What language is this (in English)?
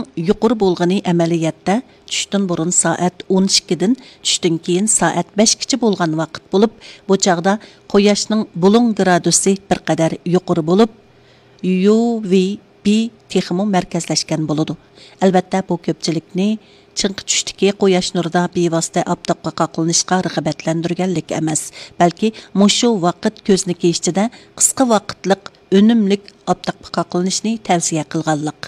Uyghur